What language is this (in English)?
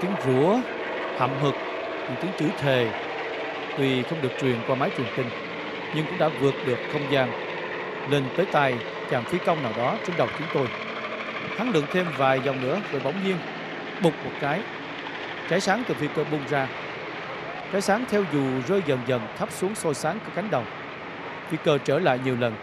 Vietnamese